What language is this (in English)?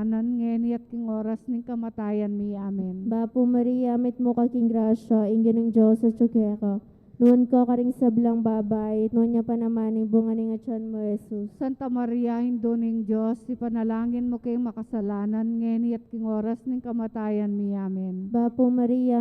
Pampanga